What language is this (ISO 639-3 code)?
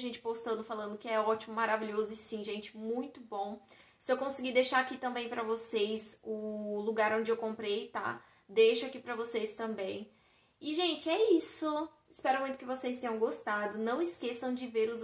por